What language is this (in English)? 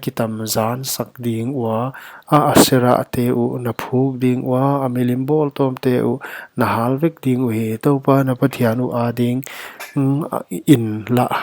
Paite Chin